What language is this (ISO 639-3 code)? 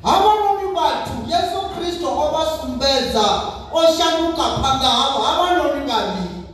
ven